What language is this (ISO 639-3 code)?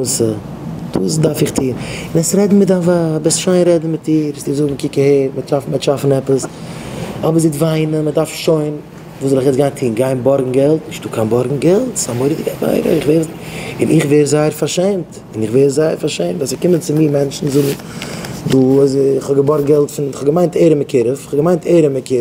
yid